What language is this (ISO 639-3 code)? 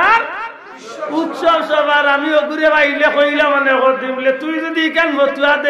syl